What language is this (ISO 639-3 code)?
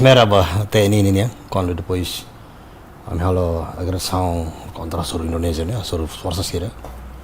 tet